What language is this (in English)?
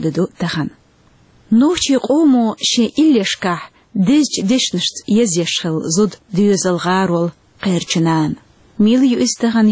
Chechen